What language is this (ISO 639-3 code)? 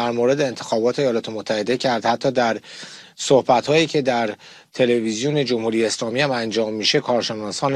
fas